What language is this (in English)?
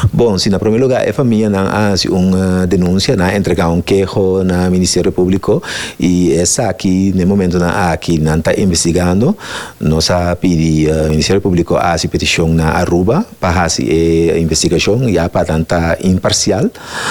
Papiamento